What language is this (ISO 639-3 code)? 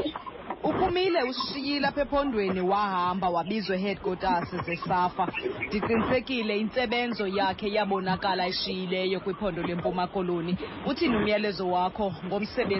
xho